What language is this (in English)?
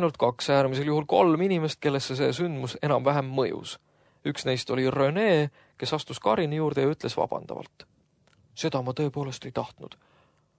Estonian